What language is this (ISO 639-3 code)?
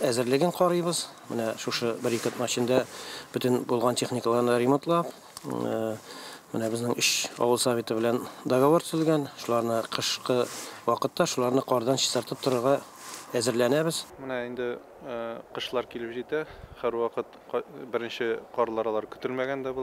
tat